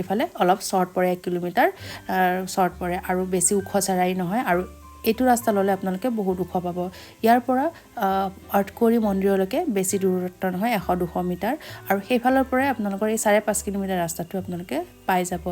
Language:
Assamese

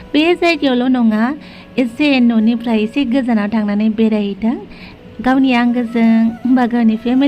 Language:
Bodo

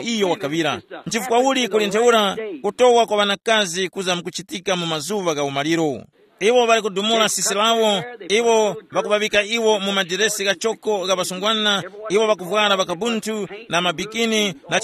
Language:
Tumbuka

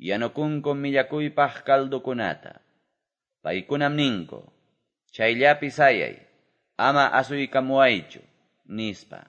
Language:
Quechua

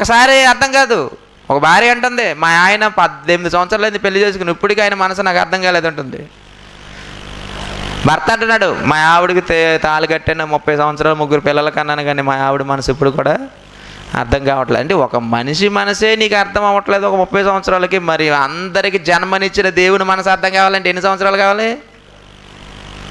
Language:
Telugu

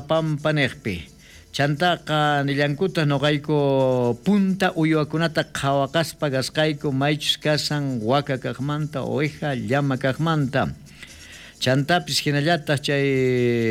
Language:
South Bolivian Quechua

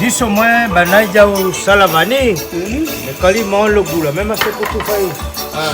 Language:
Réunion Creole French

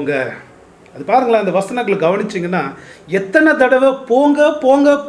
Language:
Tamil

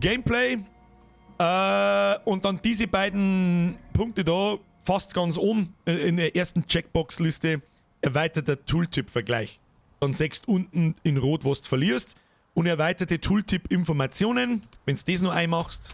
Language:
Bavarian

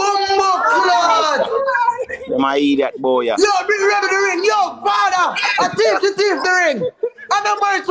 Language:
Jamaican Creole English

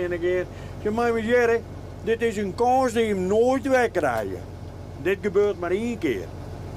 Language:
Western Frisian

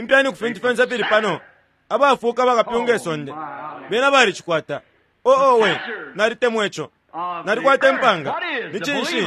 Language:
Bemba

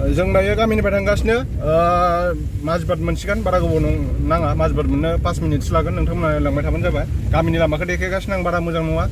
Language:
Bodo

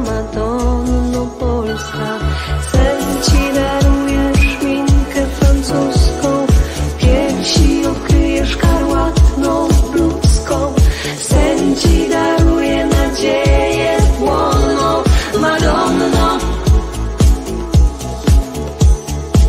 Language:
Polish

